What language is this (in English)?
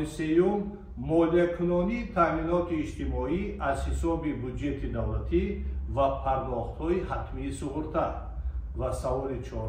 Tajik